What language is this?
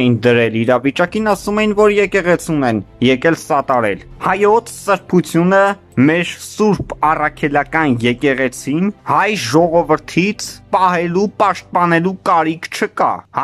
Armenian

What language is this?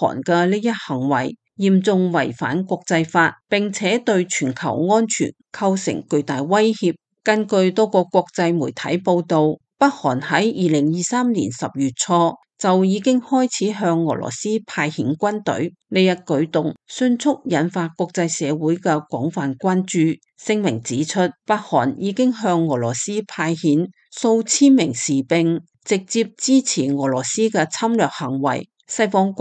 Cantonese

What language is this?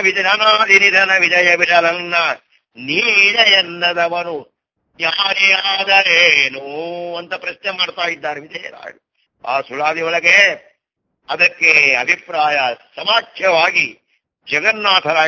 Kannada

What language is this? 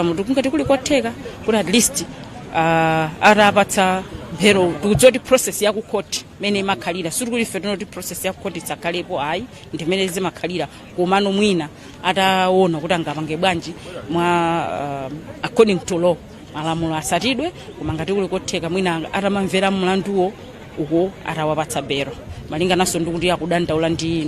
Nyanja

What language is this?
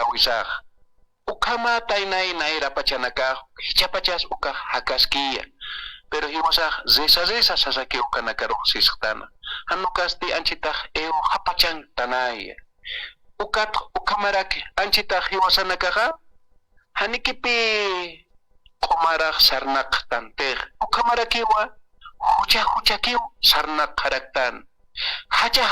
Aymara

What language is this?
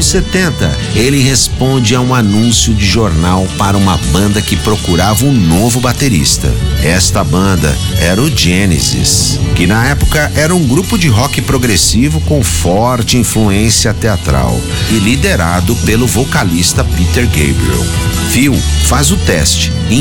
Portuguese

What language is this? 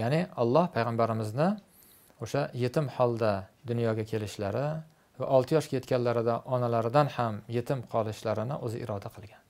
Uzbek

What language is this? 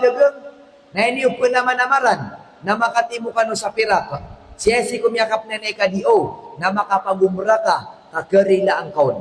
Maranao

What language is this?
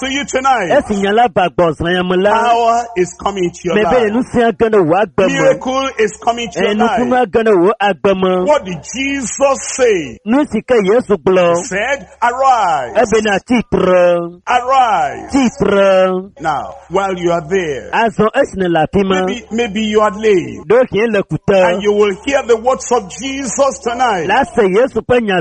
Ewe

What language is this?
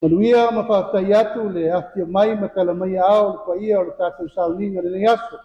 Samoan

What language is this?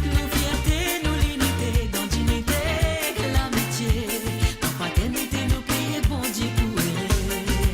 Morisyen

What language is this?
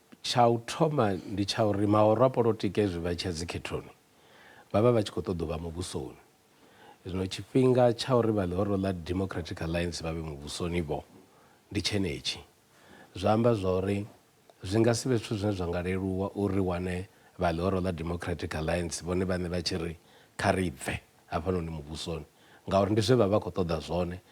Venda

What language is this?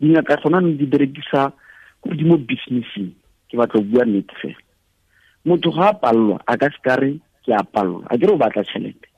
Tswana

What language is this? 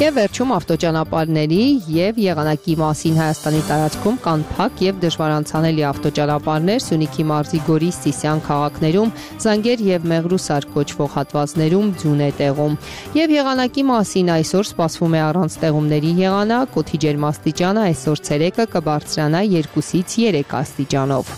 Armenian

